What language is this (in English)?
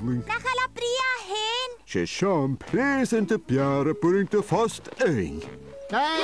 Scottish Gaelic